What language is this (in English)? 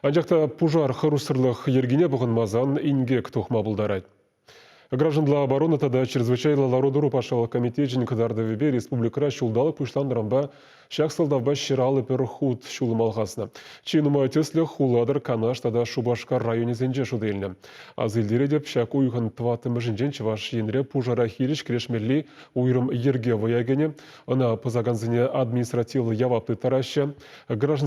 Chuvash